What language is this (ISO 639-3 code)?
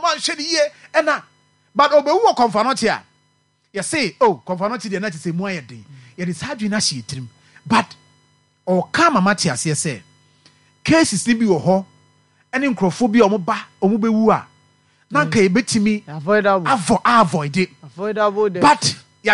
aka